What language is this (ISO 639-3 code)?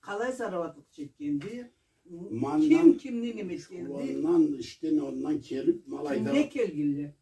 krc